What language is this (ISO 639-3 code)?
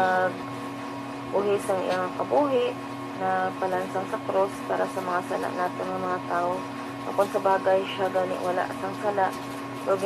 hil